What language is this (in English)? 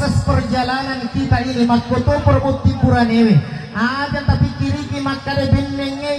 Buginese